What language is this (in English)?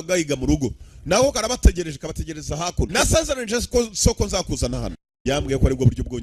Kinyarwanda